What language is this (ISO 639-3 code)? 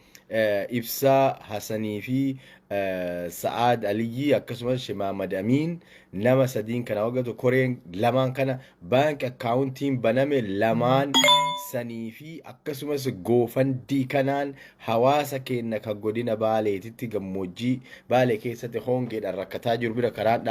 orm